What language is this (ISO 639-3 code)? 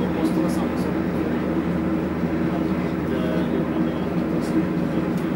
swe